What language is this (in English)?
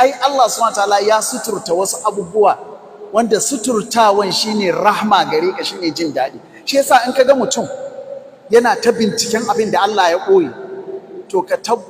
Hausa